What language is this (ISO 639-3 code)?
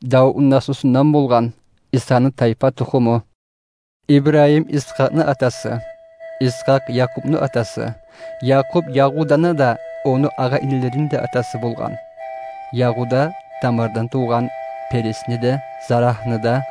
kum